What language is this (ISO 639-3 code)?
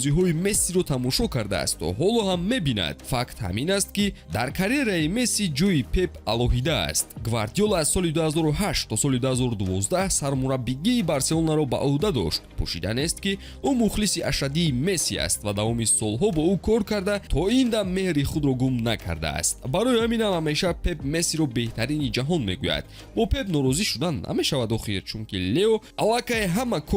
tgk